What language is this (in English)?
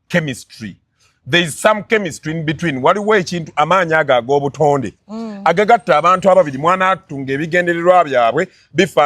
Ganda